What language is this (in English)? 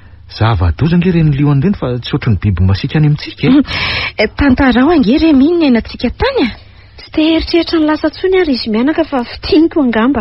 Malagasy